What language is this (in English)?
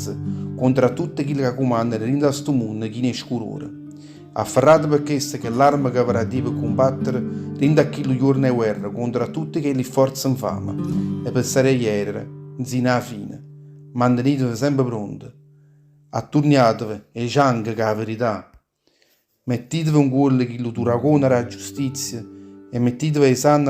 Neapolitan